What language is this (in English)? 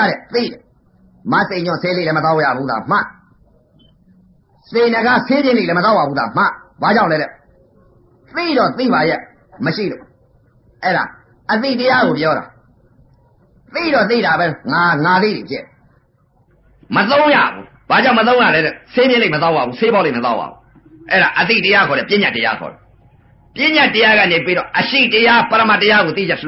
Burmese